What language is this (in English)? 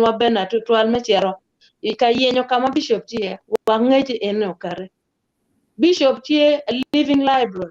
Acoli